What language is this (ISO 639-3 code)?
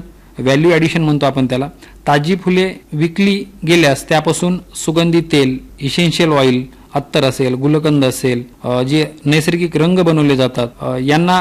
mar